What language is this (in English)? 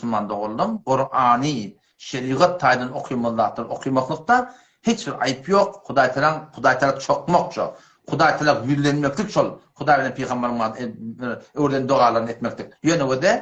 Turkmen